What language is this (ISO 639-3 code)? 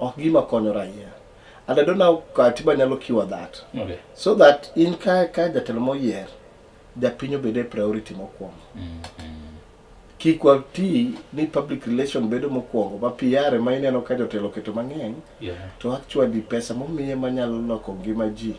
luo